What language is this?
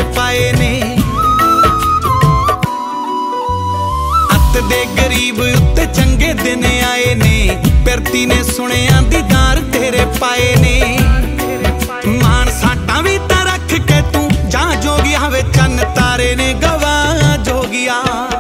Punjabi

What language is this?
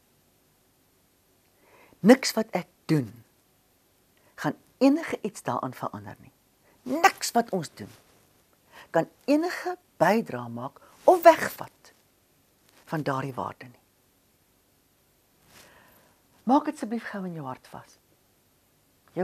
Afrikaans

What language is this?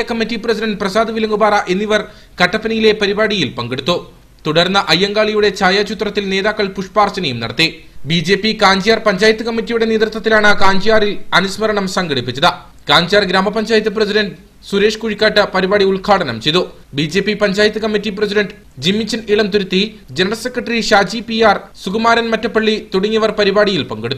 Malayalam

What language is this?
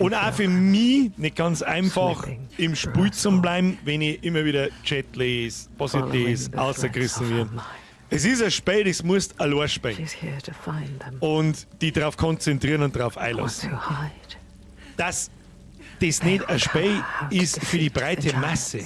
Bavarian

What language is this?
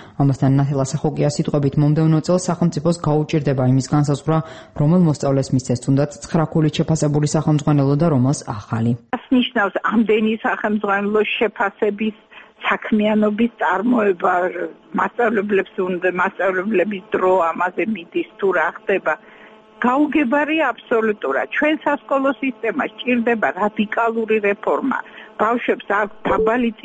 Georgian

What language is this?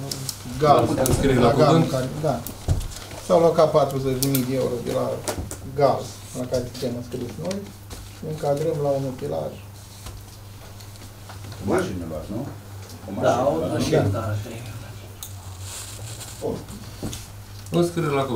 Romanian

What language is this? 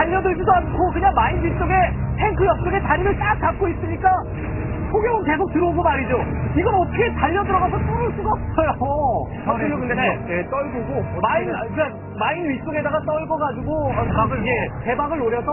Korean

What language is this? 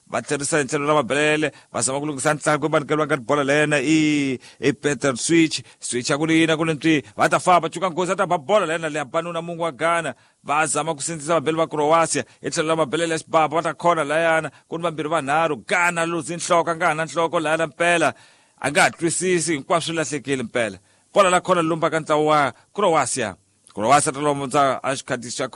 Tsonga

